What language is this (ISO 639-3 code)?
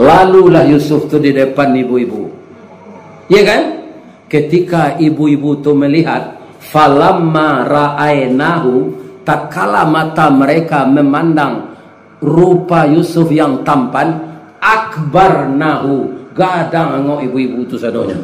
min